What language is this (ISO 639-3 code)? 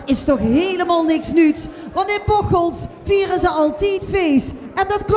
lim